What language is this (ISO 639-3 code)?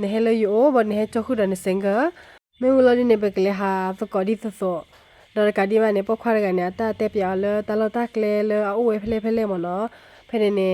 ksw